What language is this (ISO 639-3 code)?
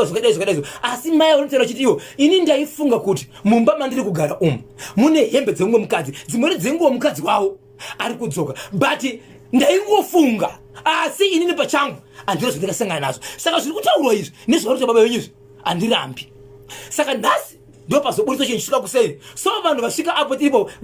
sna